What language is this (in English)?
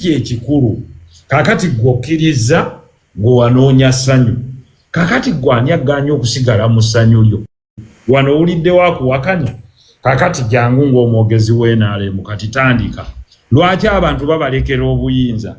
Ganda